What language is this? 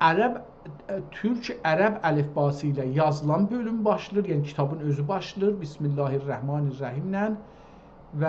South Azerbaijani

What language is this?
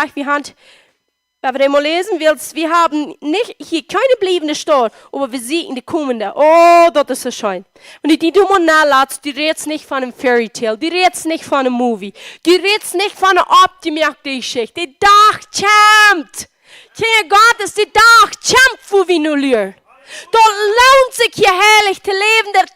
Plautdietsch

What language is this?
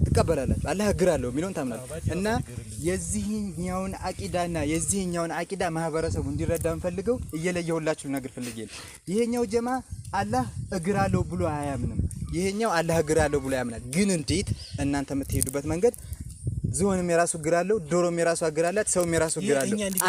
Amharic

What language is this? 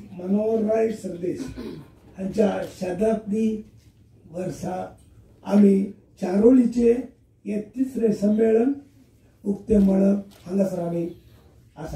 Konkani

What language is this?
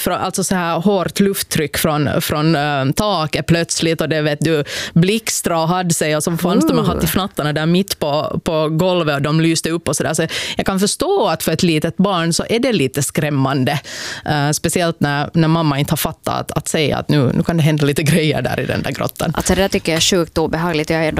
Swedish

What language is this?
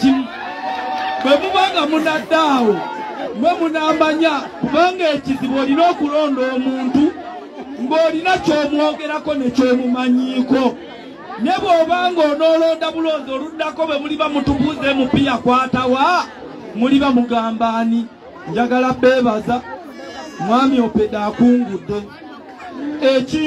Ganda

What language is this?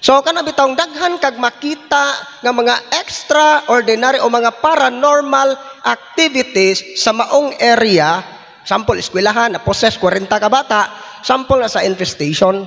Cebuano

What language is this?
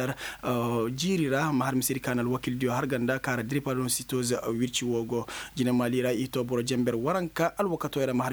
Koyraboro Senni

